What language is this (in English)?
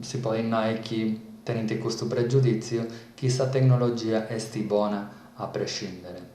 Sardinian